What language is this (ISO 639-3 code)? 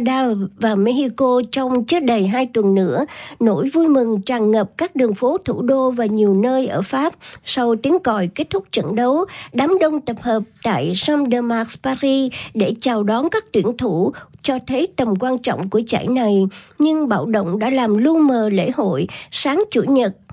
vie